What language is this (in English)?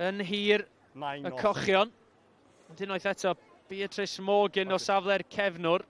Welsh